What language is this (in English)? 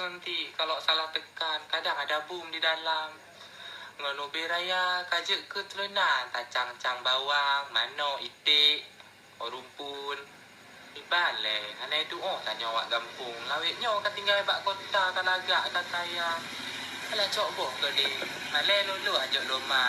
Achinese